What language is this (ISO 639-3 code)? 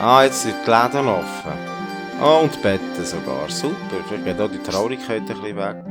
gsw